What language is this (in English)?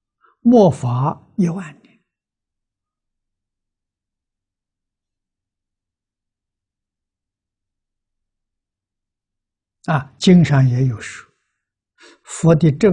Chinese